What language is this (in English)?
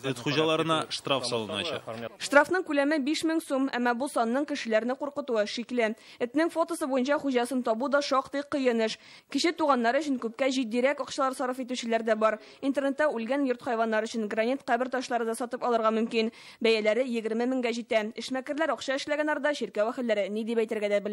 Tatar